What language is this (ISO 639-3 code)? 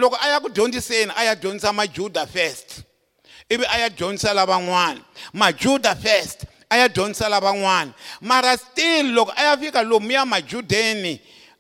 tso